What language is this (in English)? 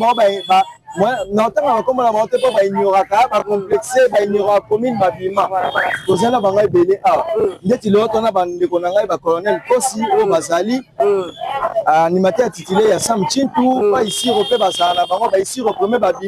Lingala